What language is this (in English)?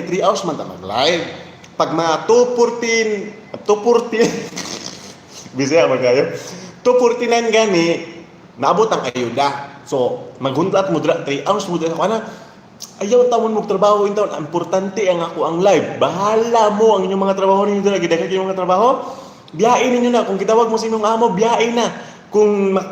Cebuano